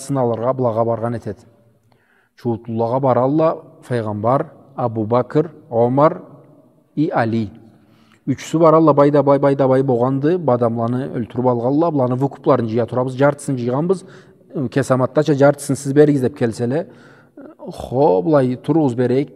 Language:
Karachay-Balkar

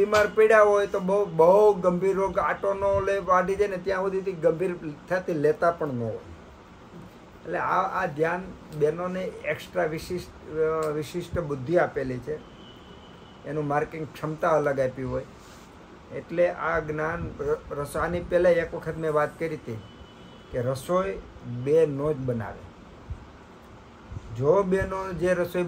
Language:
Gujarati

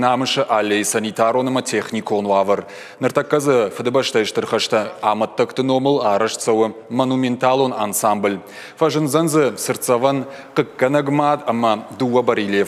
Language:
Ossetic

